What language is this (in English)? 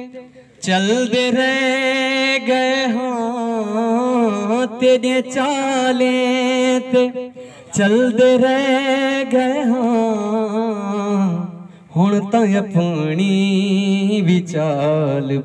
Saraiki